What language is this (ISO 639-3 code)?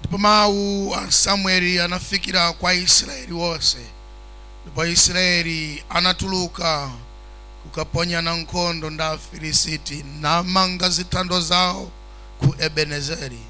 nya